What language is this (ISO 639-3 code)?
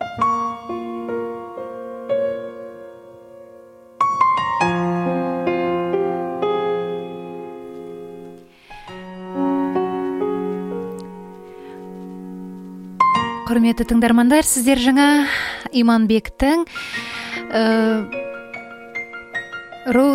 kaz